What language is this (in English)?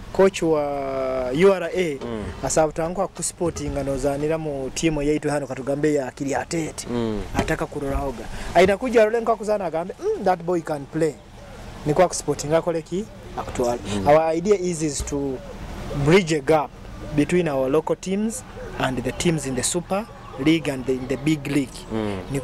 Nyoro